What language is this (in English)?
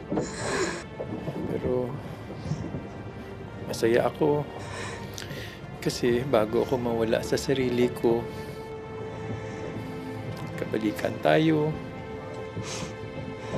Filipino